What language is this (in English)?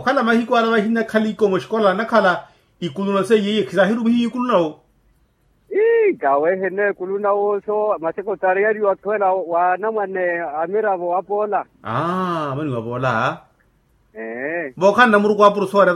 Makhuwa